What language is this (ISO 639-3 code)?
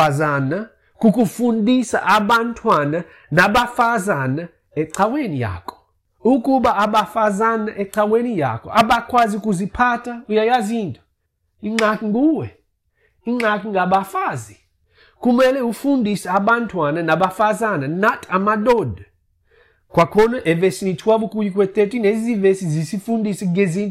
xho